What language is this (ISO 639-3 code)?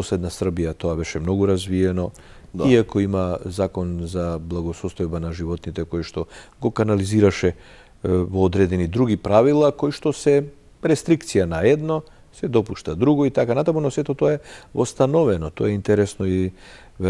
mkd